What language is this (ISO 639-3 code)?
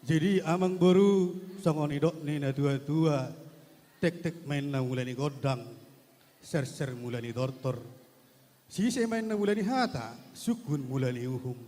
bbc